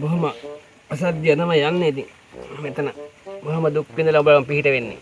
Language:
Sinhala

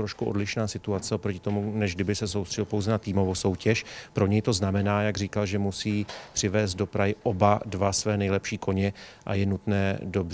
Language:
Czech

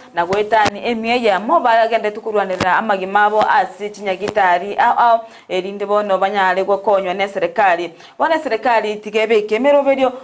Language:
Gusii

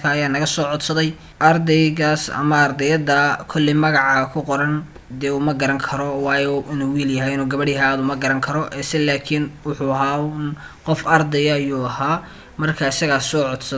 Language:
Somali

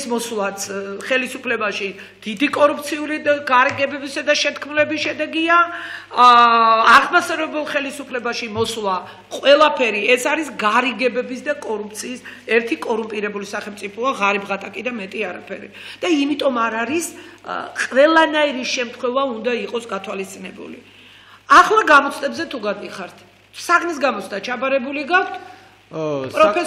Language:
Georgian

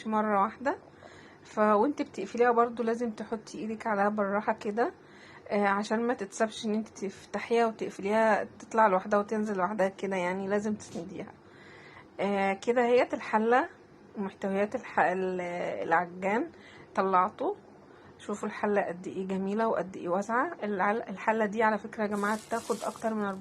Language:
Egyptian Arabic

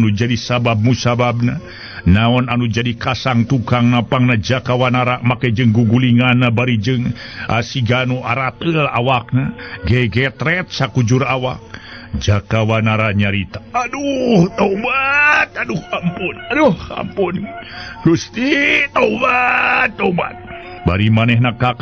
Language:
Sundanese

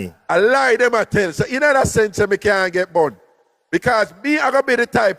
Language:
Jamaican Creole English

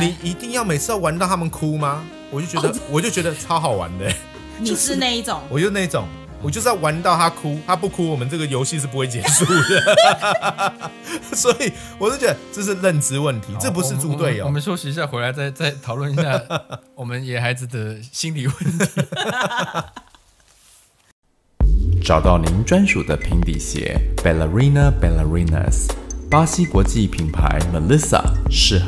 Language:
Chinese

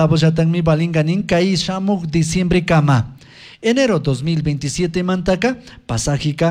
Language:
Chimborazo Highland Quichua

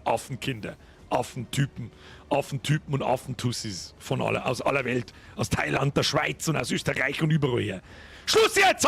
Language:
Bavarian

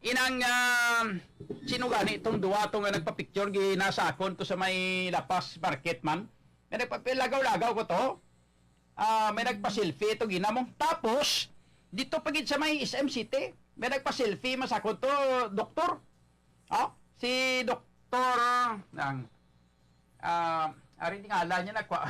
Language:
Hiligaynon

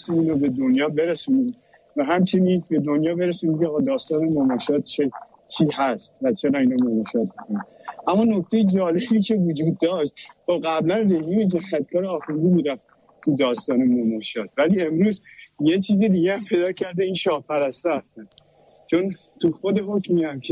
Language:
Persian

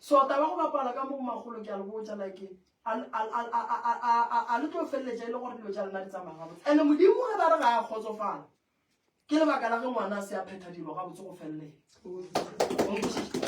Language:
Northern Sotho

